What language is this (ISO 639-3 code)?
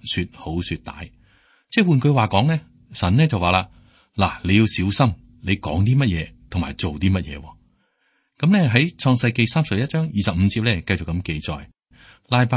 yue